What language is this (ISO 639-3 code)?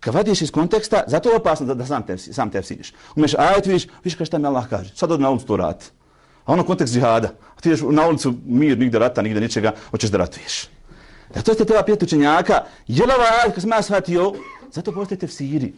bos